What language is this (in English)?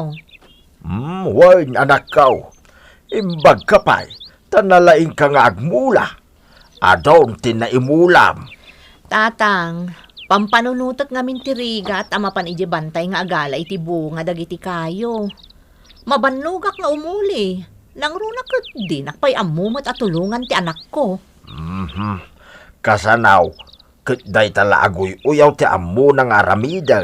Iloko